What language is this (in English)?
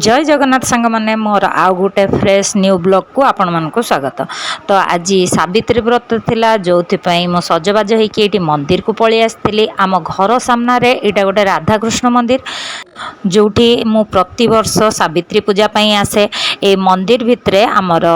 Odia